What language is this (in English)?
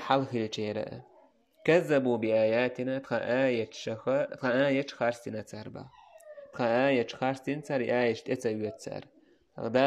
Chechen